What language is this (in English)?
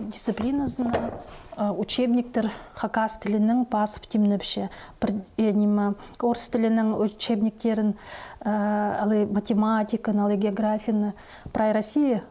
Khakas